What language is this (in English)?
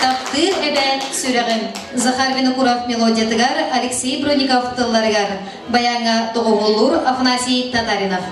Yakut